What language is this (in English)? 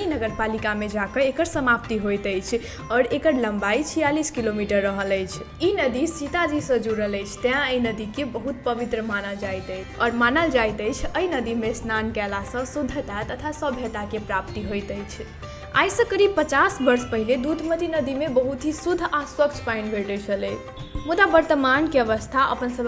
Maithili